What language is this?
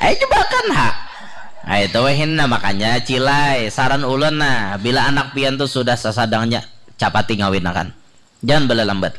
Banjar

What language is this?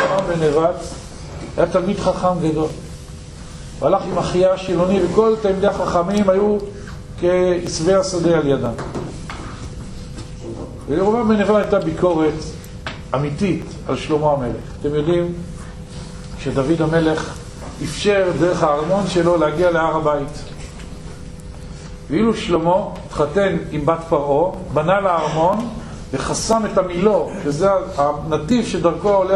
Hebrew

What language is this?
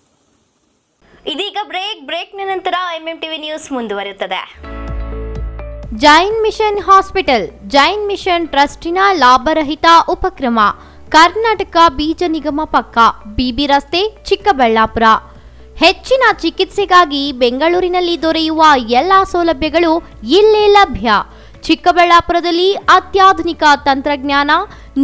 Kannada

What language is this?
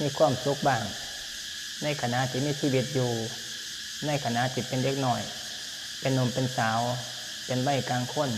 Lao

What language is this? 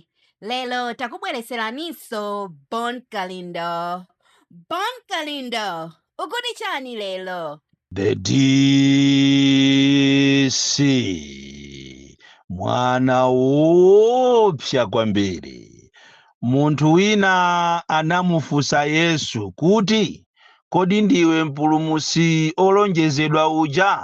Nyanja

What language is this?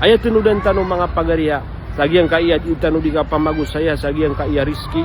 Maranao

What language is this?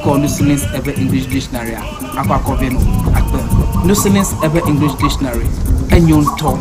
Ewe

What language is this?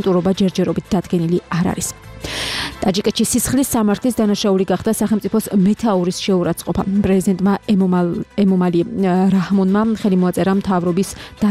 Georgian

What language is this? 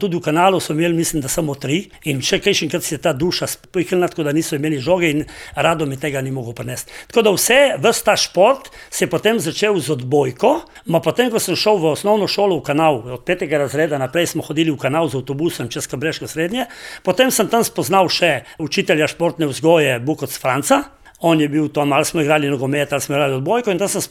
Slovenian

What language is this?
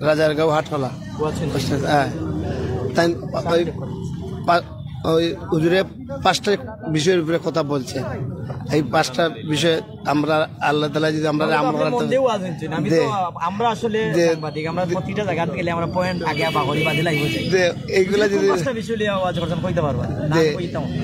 Sylheti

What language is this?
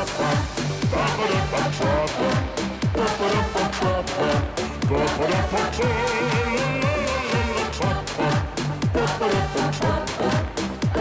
Russian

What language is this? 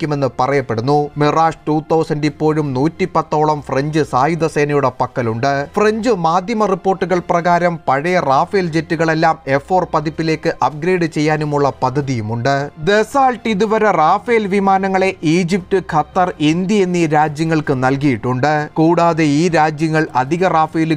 Malayalam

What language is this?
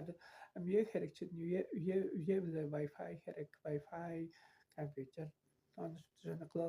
Tuvinian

